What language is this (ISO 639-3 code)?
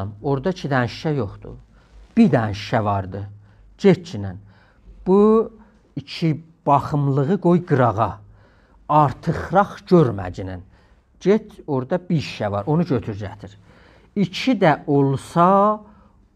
azb